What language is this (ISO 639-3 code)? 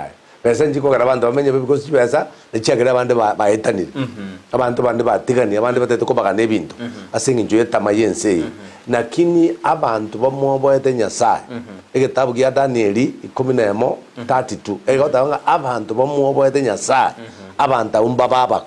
guz